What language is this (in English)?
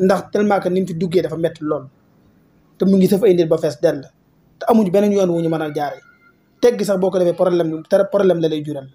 Wolof